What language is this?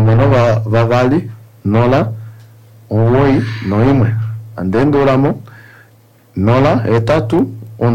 Kuanyama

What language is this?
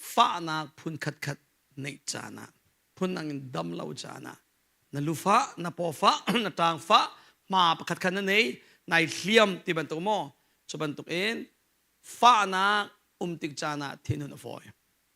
Hakha Chin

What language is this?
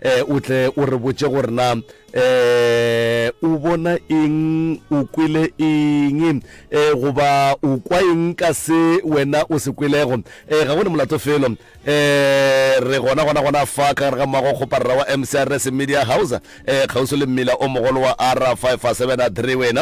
Northern Sotho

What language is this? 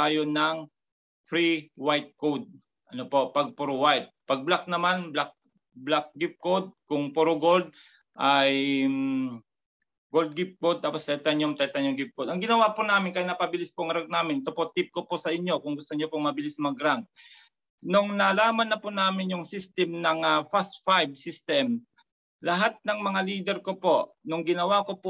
Filipino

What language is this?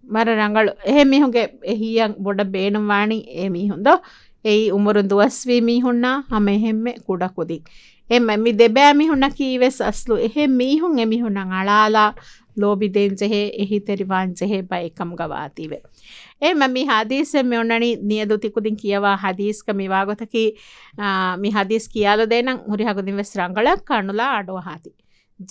Divehi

